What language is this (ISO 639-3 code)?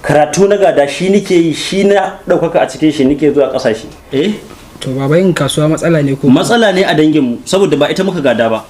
hau